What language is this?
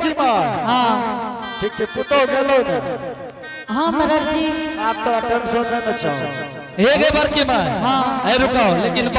Angika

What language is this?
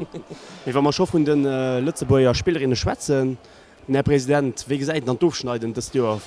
Luxembourgish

